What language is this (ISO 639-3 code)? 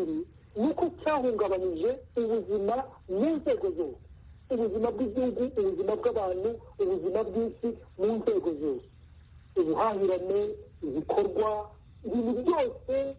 kin